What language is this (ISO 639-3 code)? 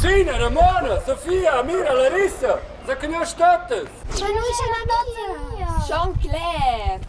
roh